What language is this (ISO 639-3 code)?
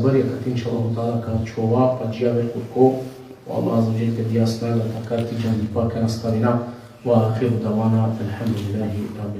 rmn